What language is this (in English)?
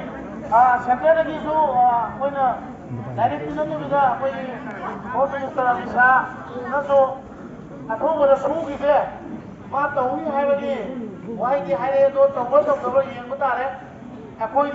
Manipuri